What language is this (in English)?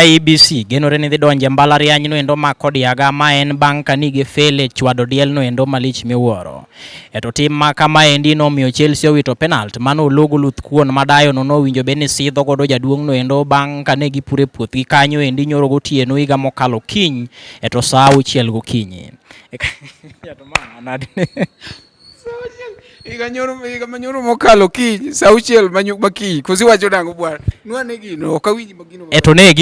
Luo (Kenya and Tanzania)